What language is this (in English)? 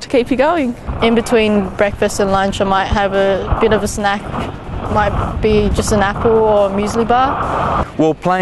English